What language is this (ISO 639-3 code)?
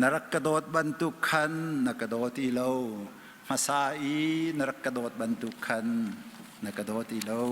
cnh